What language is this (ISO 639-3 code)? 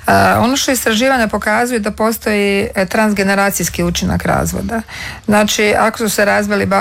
hrv